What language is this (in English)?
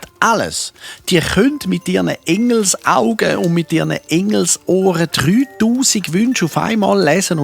Swiss German